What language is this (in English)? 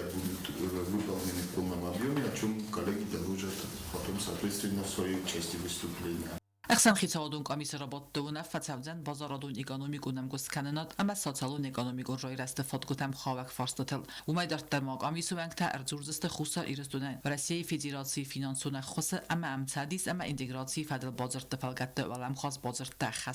Ossetic